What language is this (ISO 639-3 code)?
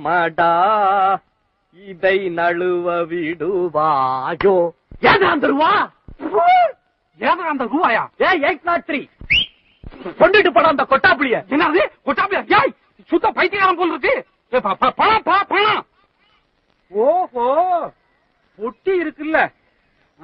tam